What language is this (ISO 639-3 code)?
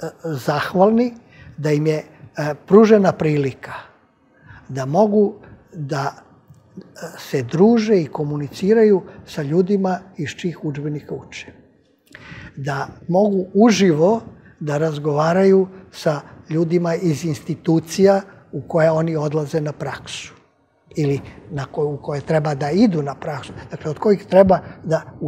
srp